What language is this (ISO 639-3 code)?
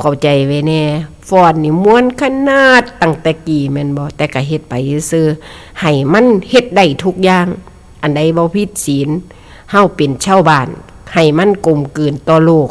tts